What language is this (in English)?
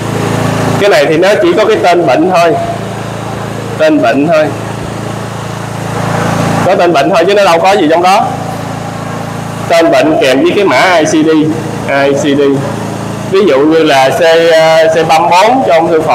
Vietnamese